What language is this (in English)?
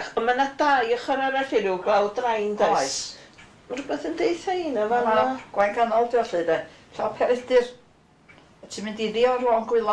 Welsh